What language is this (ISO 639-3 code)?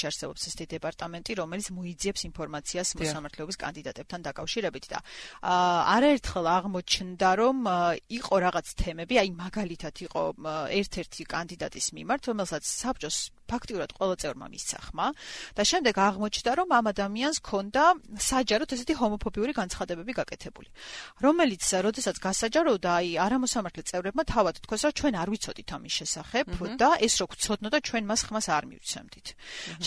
kat